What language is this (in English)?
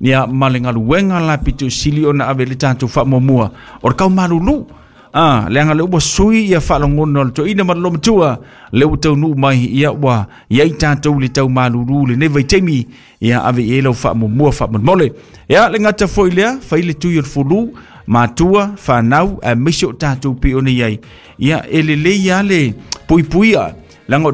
Samoan